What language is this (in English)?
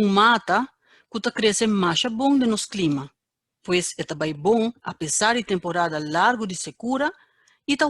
Papiamento